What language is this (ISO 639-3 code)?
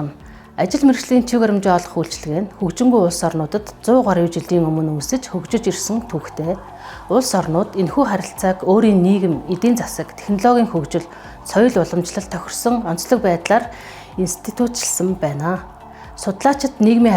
mon